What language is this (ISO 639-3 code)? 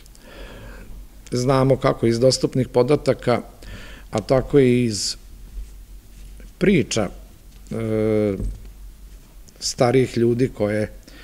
srp